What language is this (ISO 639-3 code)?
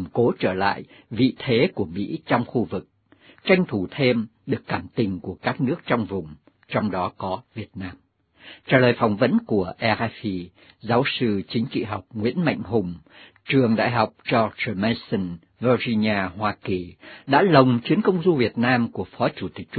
vie